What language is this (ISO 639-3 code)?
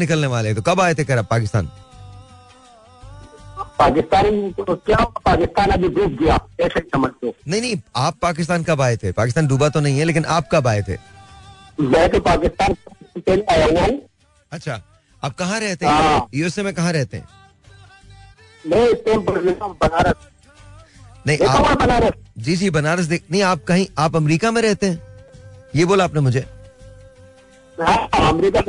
hin